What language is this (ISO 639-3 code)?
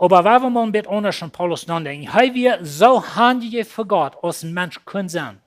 pdt